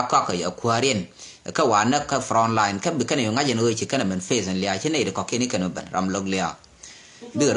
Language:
Nuer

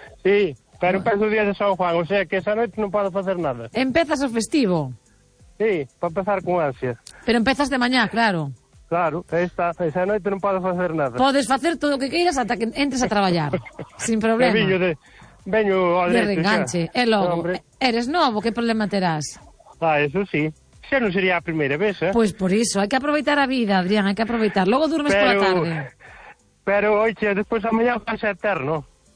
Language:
Galician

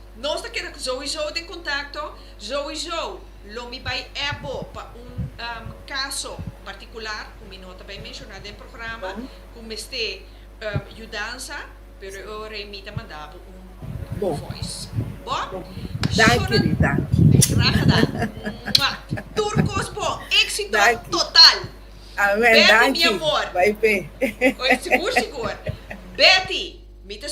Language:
Papiamento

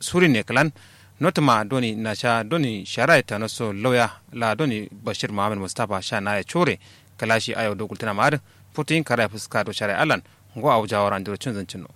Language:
Kanuri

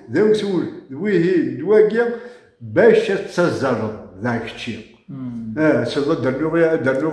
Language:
Kabyle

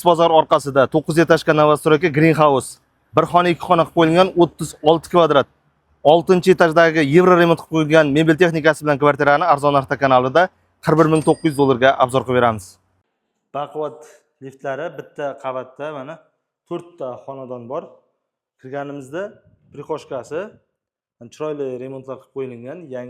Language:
Uzbek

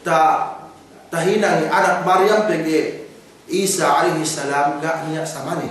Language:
Yakan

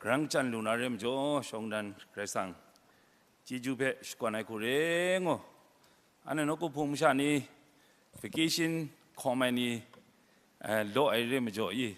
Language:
Kachin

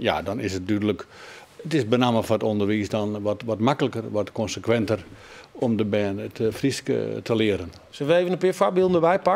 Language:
Western Frisian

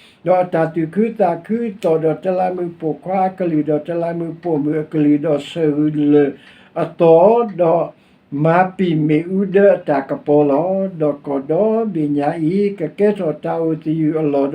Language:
S'gaw Karen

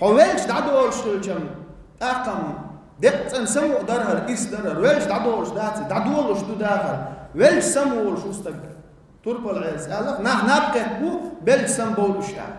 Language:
Chechen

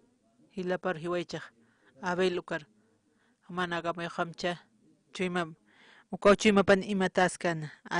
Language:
Aymara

